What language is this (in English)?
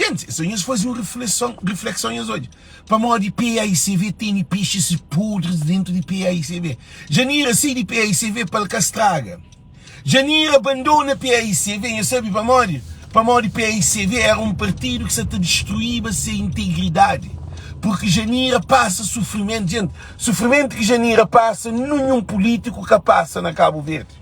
Kabuverdianu